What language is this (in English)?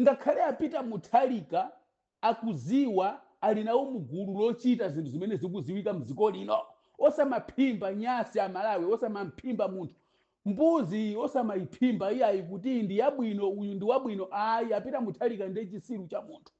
Nyanja